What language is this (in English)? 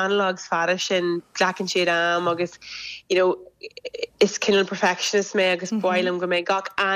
Irish